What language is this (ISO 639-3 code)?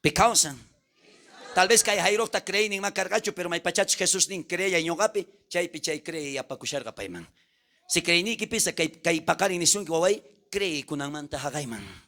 quh